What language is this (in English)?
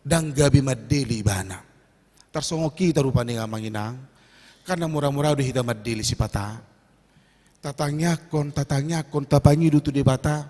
Batak Toba